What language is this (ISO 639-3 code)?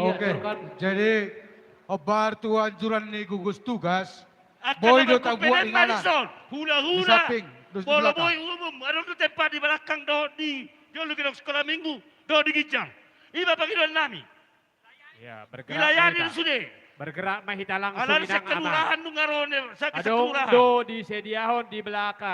bbc